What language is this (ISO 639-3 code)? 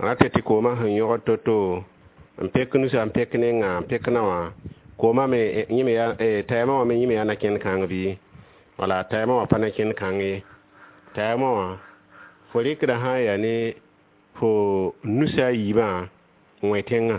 mos